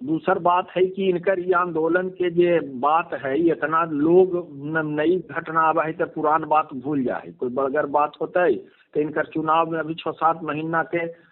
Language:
Magahi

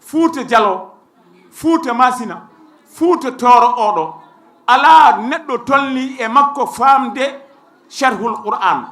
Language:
Fula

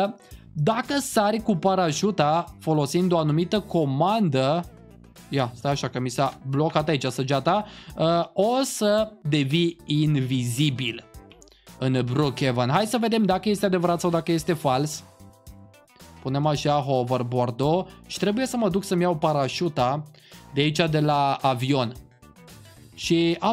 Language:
Romanian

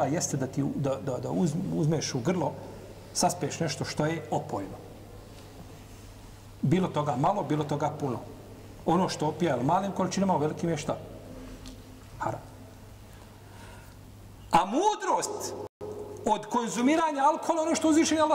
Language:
Bosnian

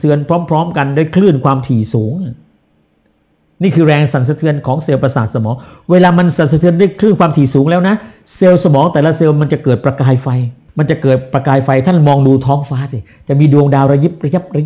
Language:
Thai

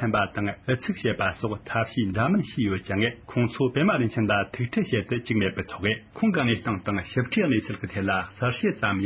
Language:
Tibetan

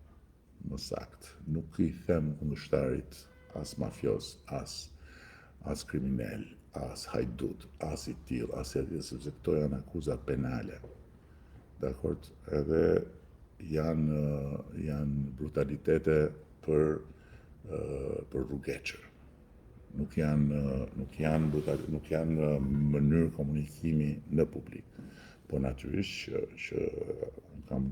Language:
Albanian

